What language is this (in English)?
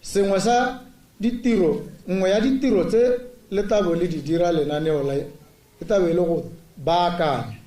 Tswana